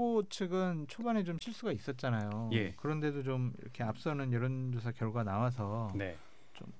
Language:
Korean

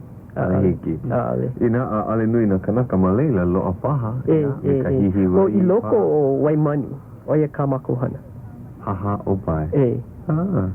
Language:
Hawaiian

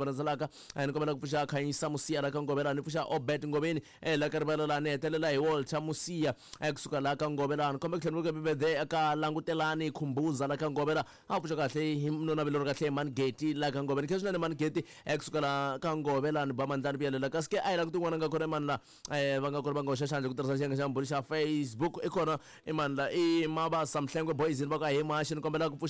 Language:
Tsonga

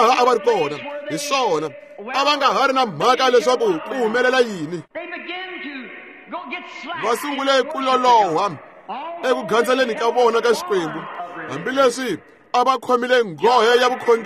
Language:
Tsonga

